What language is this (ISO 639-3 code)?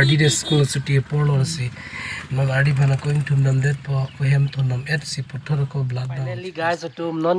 mjw